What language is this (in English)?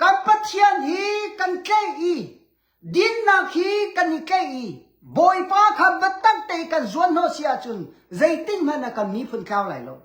Hakha Chin